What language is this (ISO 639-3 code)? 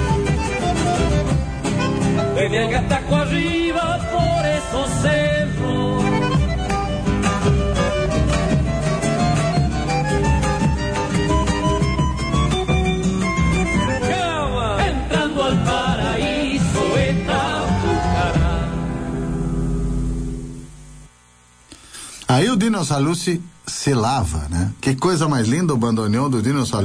por